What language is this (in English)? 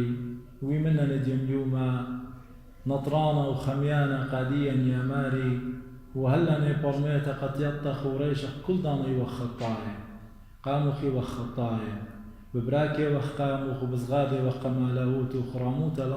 Assyrian Neo-Aramaic